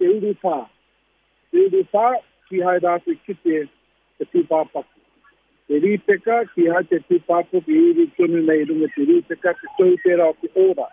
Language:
Māori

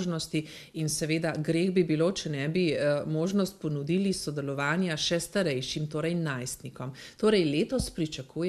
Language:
Slovenian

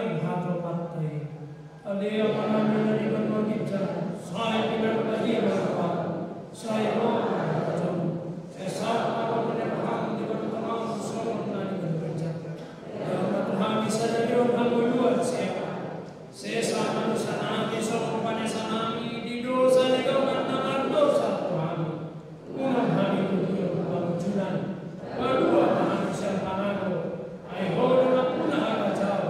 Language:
Batak Toba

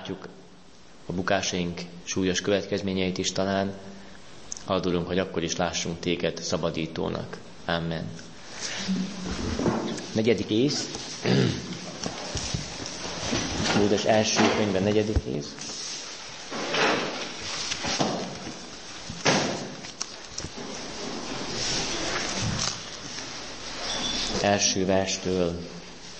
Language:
Hungarian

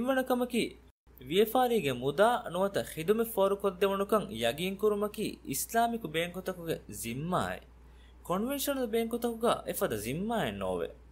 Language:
Divehi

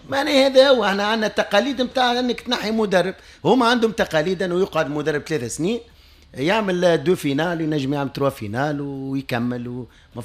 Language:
Tunisian Arabic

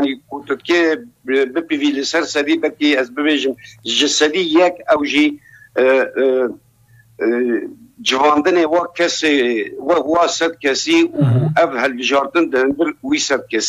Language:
Persian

